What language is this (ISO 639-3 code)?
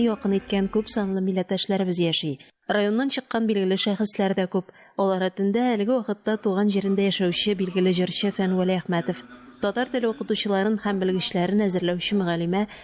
tat